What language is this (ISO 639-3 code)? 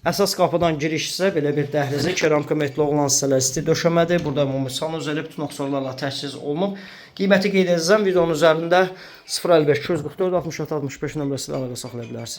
aze